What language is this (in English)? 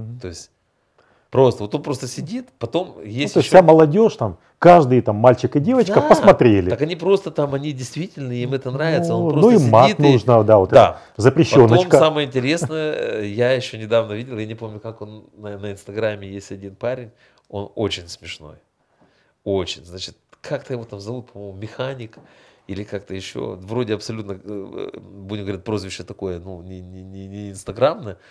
Russian